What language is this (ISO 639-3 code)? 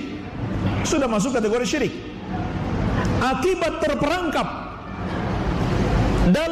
ind